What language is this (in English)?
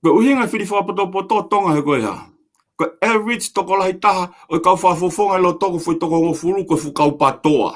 Tongan